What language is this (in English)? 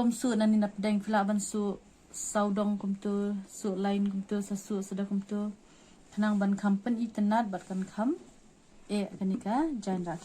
Khasi